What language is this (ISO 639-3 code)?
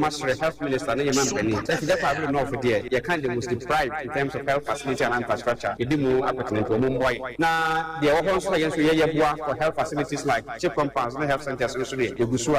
aka